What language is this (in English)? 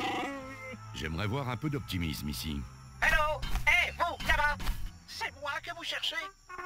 French